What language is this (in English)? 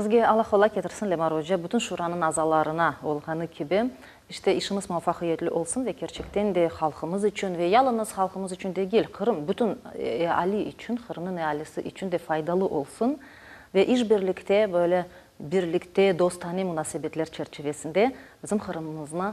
Crimean Tatar